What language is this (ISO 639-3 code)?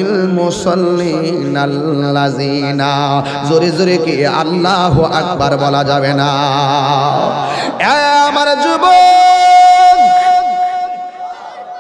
ben